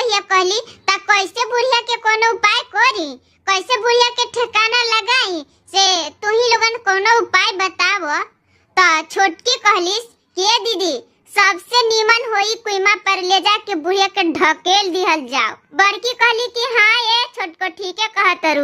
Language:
Bhojpuri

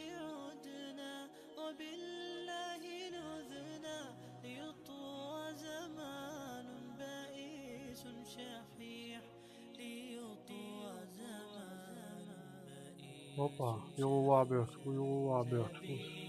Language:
Chechen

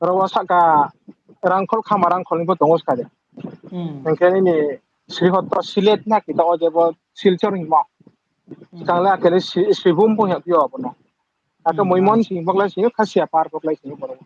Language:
Riang (India)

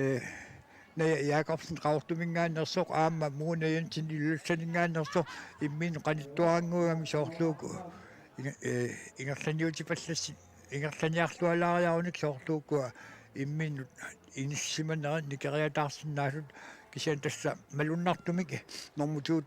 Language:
Kalaallisut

